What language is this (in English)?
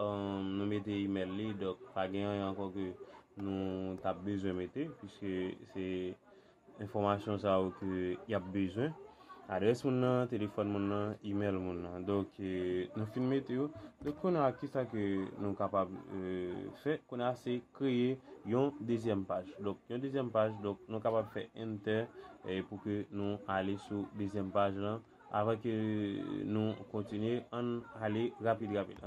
Haitian Creole